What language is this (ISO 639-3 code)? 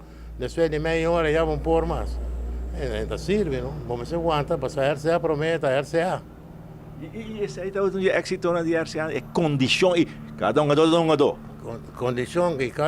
pap